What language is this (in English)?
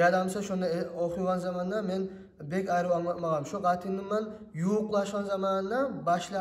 Kumyk